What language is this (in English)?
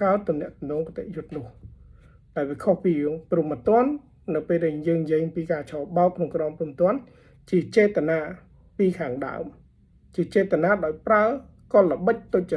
Khmer